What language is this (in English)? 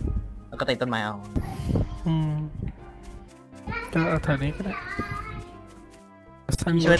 Thai